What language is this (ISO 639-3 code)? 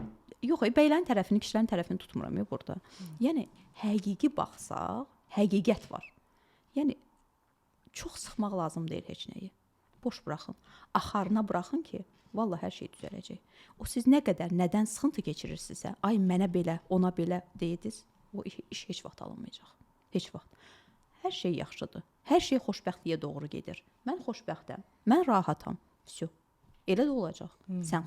aze